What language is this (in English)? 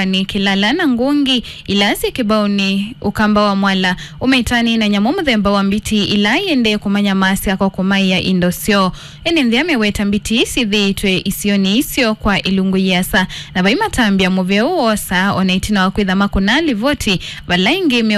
Kamba